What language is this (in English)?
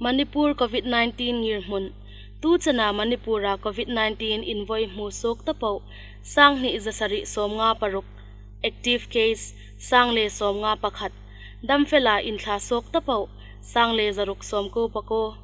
Hmar